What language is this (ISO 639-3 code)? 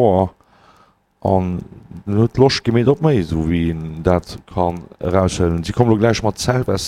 ltz